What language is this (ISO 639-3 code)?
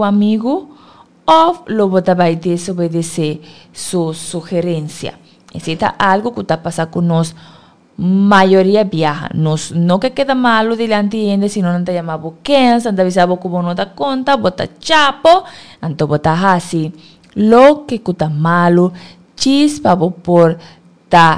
pap